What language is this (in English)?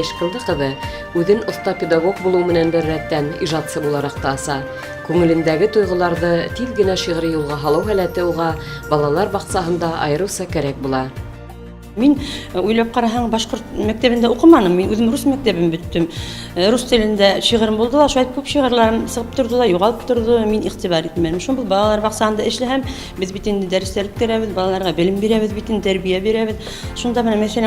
Bashkir